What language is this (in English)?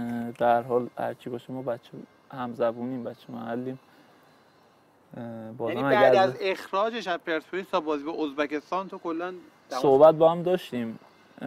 Persian